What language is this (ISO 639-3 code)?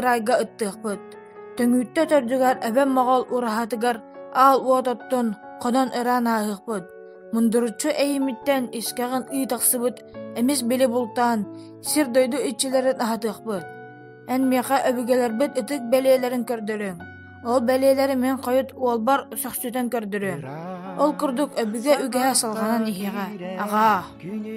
sah